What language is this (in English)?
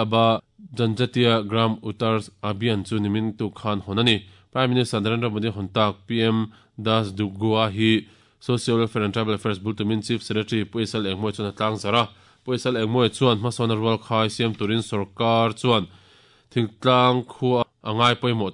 Mizo